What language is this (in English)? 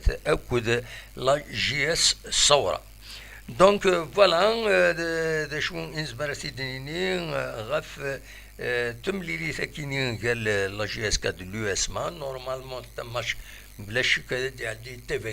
Kabyle